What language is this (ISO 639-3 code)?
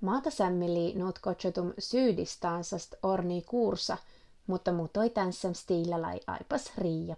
smn